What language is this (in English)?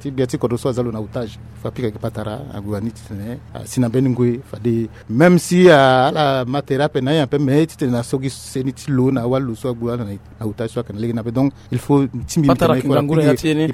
Sango